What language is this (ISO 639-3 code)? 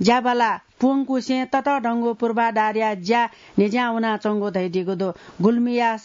new